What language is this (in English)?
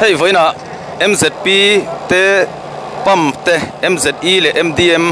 Mizo